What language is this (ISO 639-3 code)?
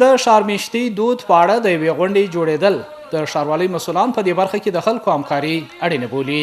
pus